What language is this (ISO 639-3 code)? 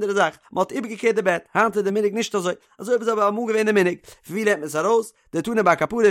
yid